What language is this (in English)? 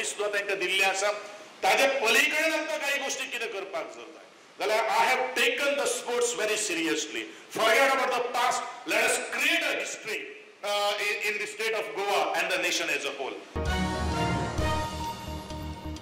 Konkani